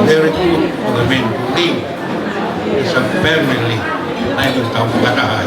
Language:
Tongan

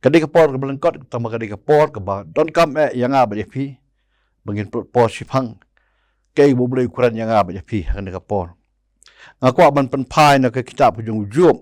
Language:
Khasi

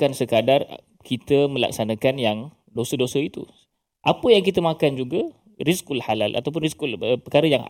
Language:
Malay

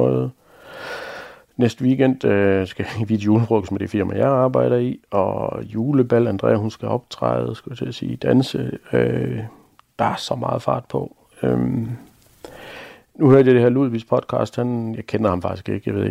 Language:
Danish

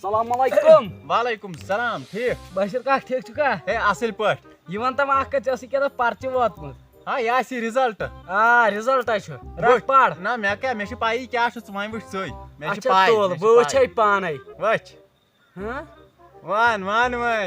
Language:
Kashmiri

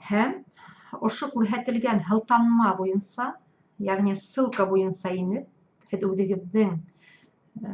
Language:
Bashkir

